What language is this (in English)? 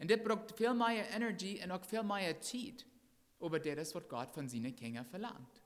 Plautdietsch